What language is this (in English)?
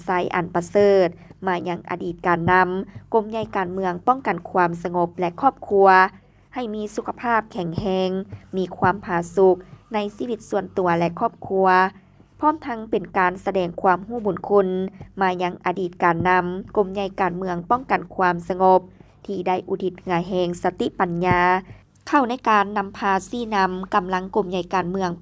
Lao